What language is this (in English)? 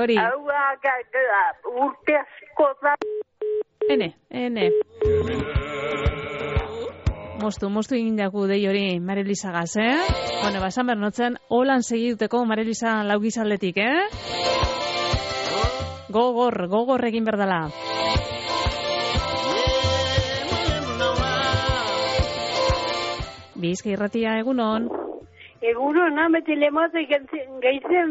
Basque